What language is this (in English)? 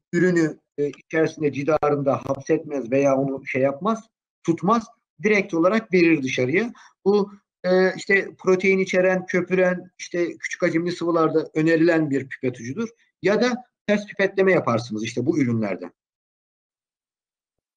Turkish